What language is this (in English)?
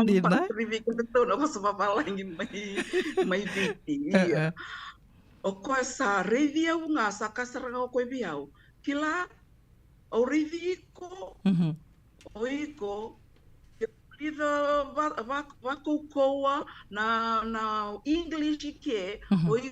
Fijian